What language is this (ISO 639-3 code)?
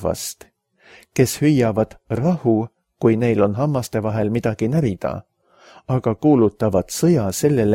est